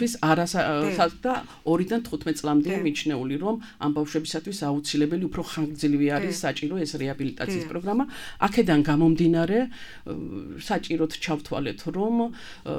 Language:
Georgian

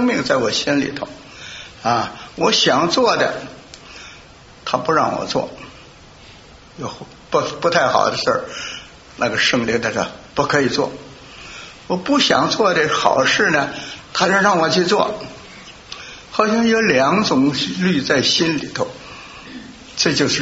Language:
Chinese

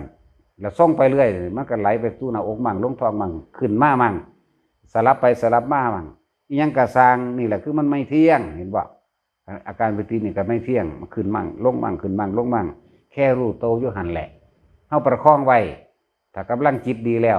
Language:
Northeastern Thai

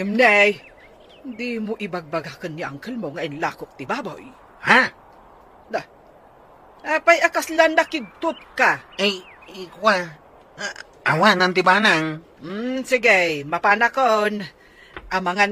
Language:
Iloko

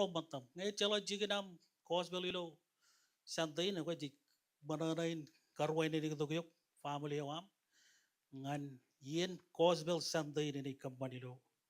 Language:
Marshallese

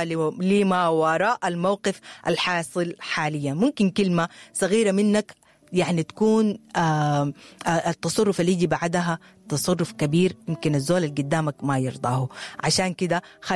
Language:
Sudanese Arabic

